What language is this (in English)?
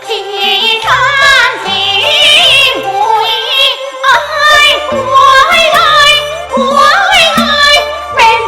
Pu-Xian Chinese